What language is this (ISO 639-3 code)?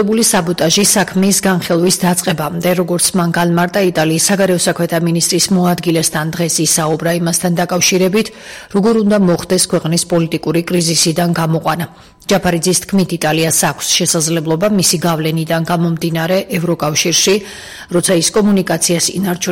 kat